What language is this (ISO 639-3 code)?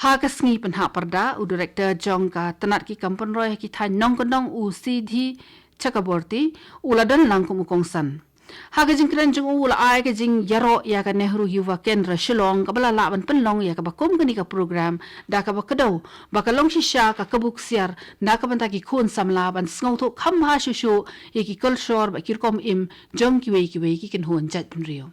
kha